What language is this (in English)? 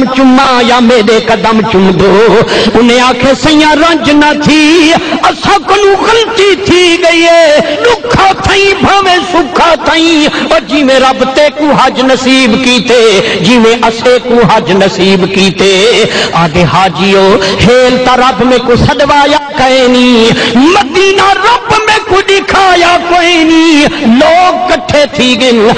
Saraiki